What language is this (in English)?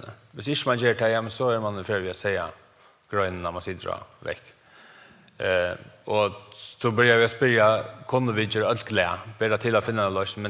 Faroese